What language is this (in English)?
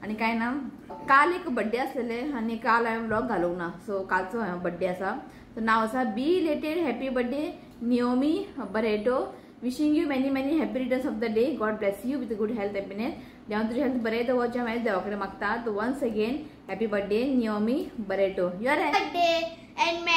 Konkani